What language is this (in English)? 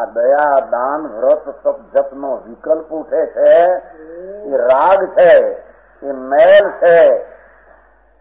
Gujarati